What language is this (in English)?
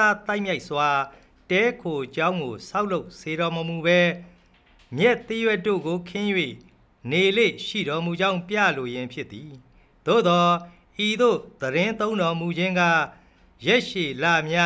Burmese